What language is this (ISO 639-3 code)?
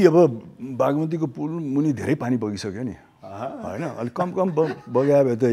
nep